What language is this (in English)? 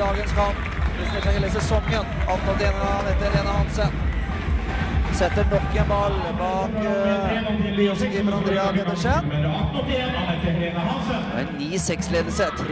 Norwegian